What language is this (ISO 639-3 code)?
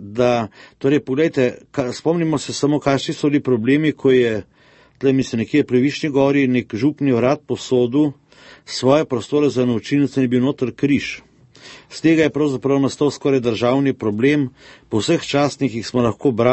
slv